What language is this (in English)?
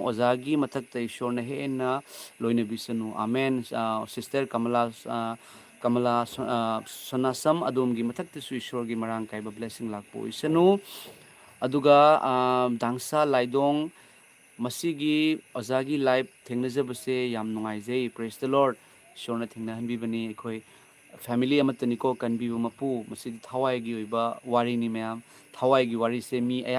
Manipuri